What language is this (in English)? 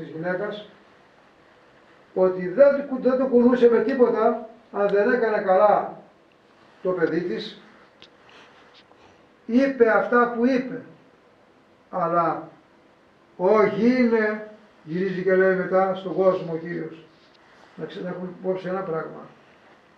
Greek